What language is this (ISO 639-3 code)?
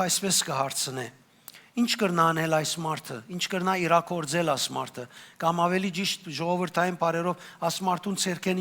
hyw